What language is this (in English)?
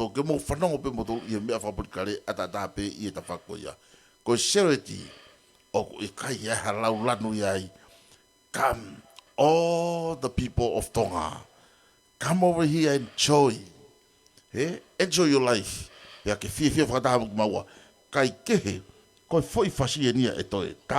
Tongan